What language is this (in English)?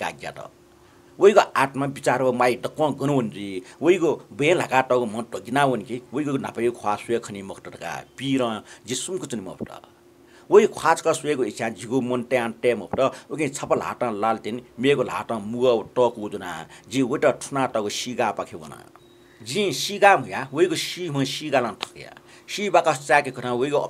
Newari